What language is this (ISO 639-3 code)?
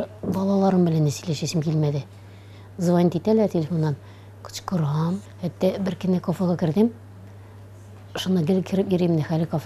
tat